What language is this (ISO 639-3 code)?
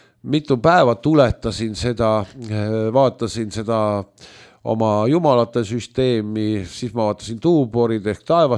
est